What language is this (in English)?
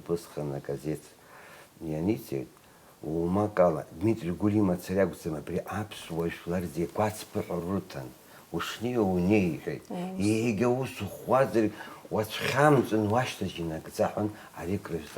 Abkhazian